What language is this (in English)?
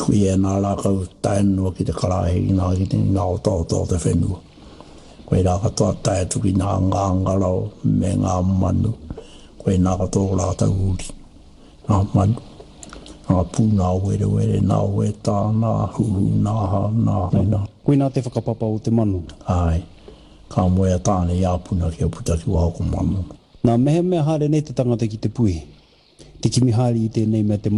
Māori